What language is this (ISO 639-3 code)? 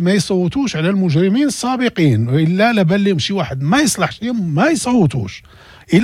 ary